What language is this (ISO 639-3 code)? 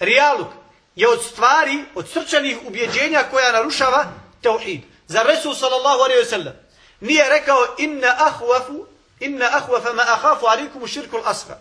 bos